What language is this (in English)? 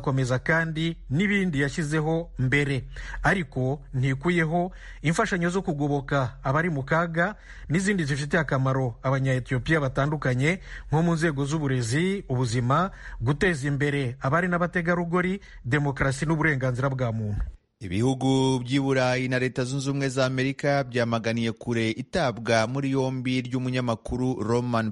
Kinyarwanda